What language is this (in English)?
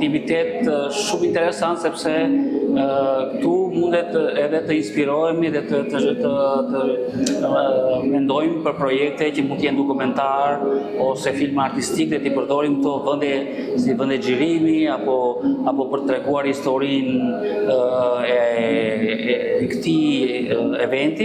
Albanian